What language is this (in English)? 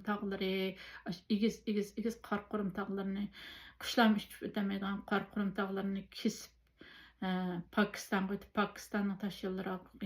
Uyghur